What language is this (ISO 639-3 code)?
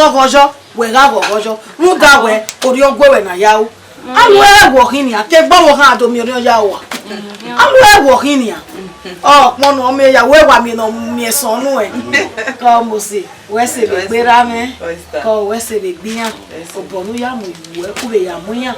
bin